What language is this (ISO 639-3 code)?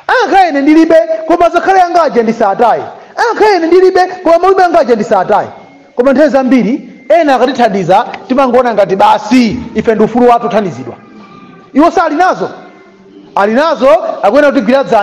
nya